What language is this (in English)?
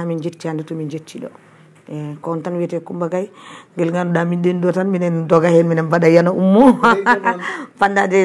Fula